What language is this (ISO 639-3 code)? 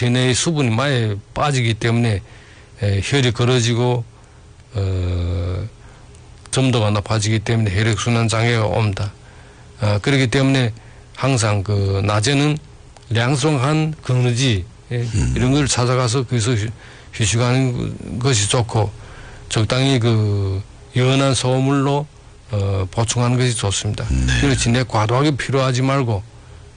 kor